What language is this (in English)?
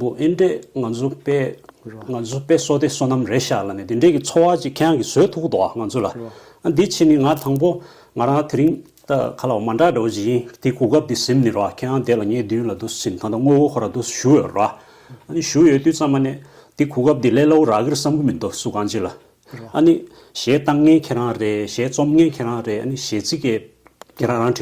Tibetan